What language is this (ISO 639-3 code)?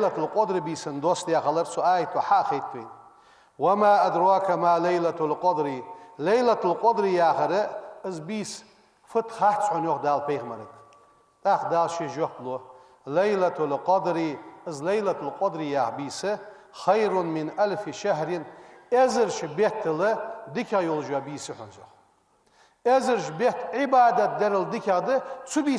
inh